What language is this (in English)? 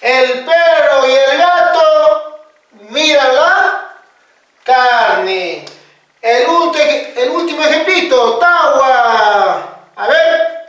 Quechua